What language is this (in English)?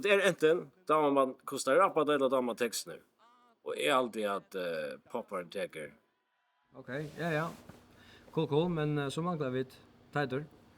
Faroese